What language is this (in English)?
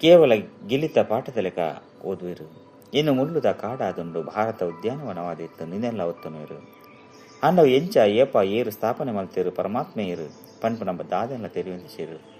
Tulu